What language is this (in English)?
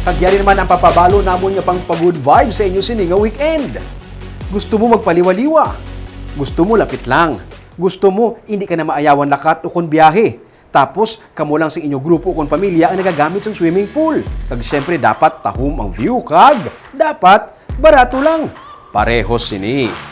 Hiligaynon